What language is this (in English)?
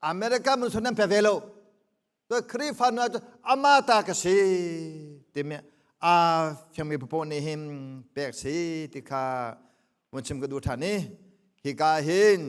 Hakha Chin